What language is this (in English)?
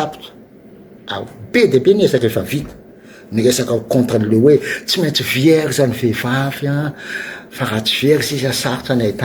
Malagasy